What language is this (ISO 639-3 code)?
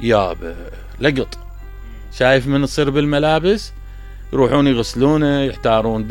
acm